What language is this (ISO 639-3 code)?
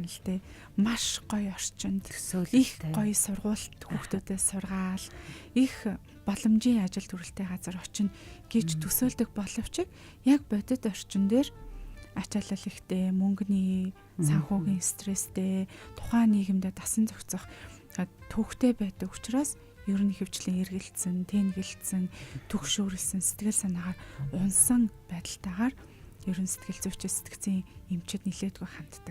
mon